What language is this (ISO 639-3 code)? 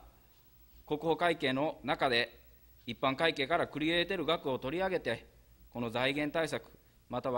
jpn